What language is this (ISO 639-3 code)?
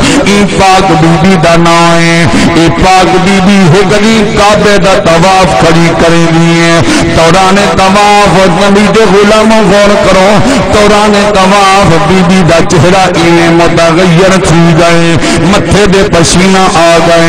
skr